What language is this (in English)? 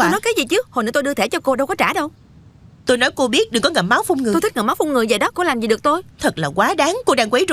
Vietnamese